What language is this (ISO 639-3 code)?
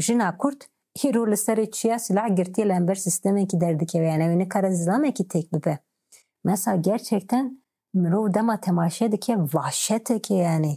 kur